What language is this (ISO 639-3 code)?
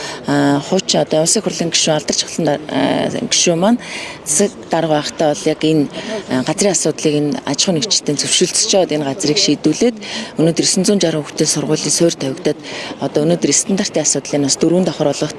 mon